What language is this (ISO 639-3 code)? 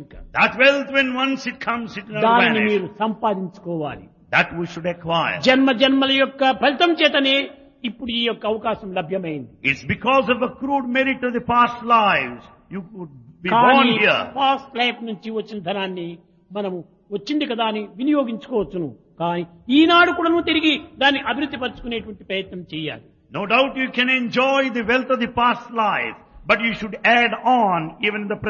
tel